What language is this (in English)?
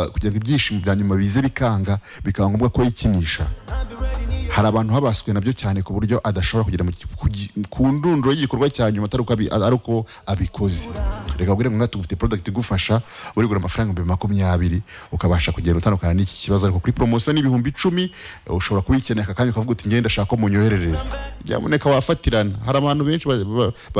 Kinyarwanda